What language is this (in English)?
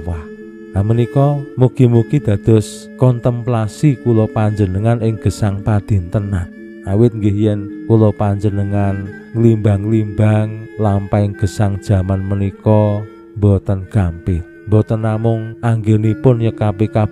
Javanese